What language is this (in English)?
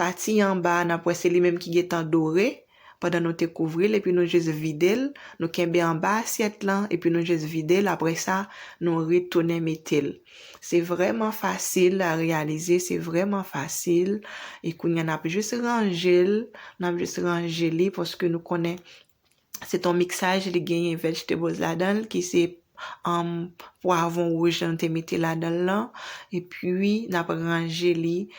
Haitian Creole